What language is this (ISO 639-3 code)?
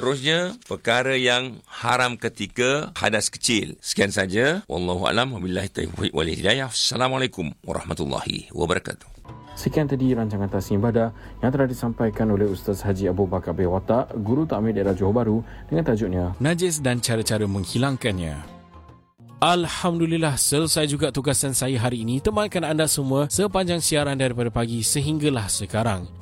msa